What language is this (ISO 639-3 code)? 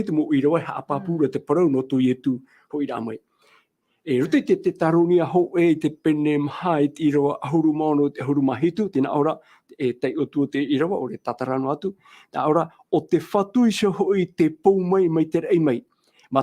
tah